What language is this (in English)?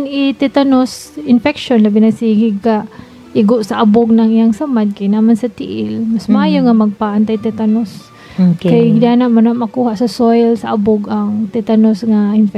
Cebuano